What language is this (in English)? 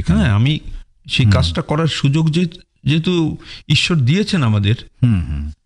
Bangla